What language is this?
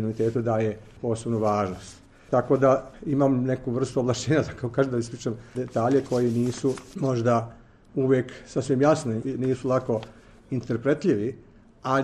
Serbian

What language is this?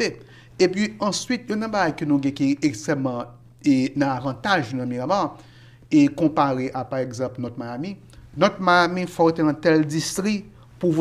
Haitian Creole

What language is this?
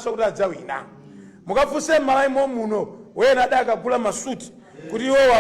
Nyanja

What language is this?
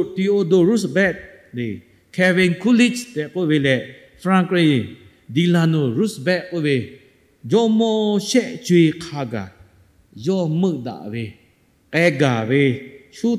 Lahu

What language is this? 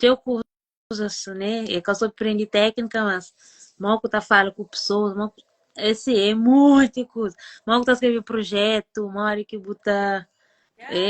Kabuverdianu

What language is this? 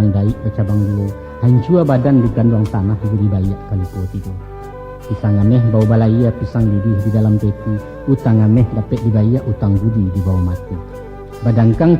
Minangkabau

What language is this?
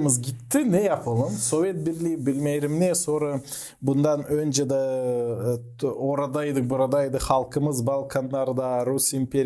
Gagauz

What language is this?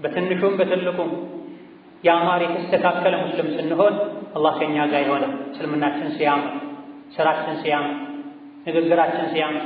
Amharic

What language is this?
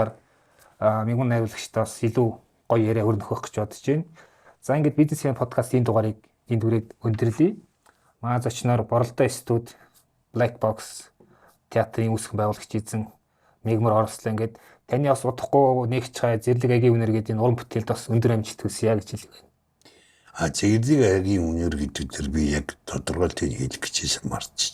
Mongolian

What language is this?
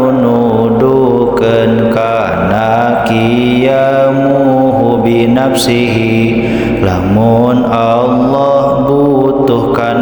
Sundanese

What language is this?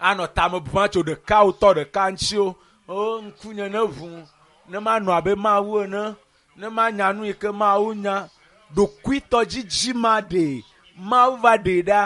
Ewe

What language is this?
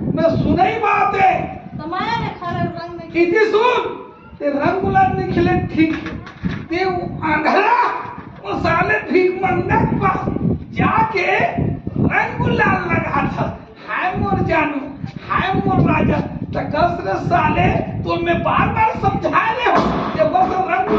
Chhattisgarhi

